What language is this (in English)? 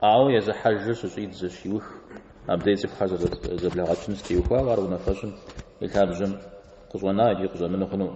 Kabardian